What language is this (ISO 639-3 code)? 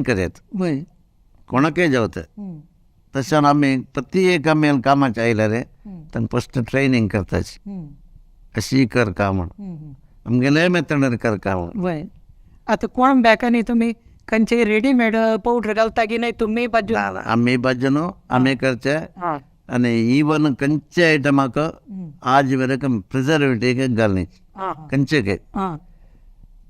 kok